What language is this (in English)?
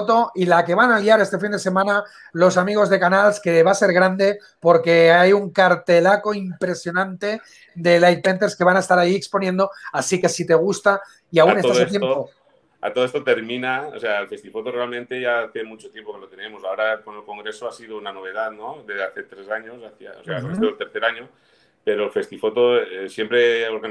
Spanish